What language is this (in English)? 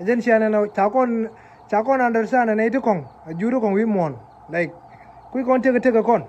Nuer